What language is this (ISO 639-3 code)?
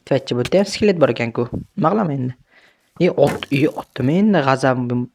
uzb